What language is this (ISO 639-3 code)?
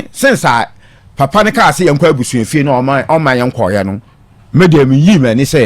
aka